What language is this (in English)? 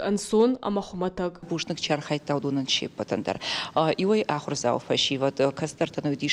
Ossetic